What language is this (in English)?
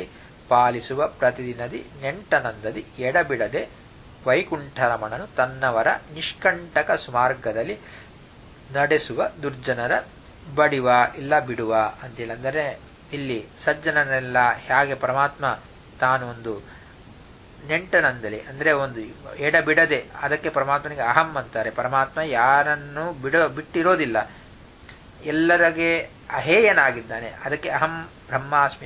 Kannada